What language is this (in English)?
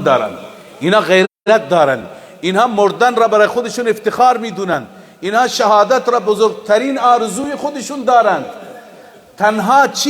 Persian